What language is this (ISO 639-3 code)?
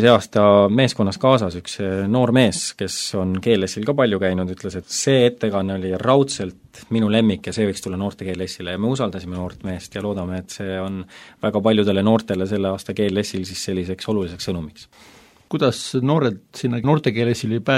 est